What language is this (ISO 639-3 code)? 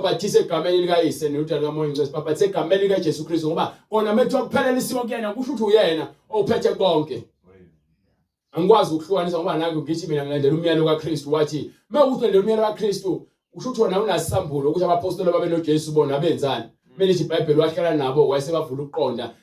zul